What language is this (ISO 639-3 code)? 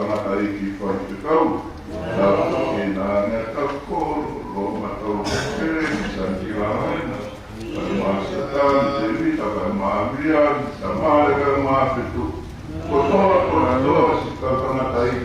ton